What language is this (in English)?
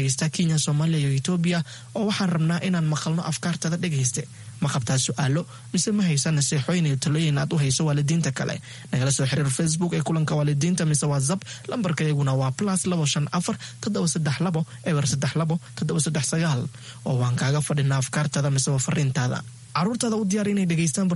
Somali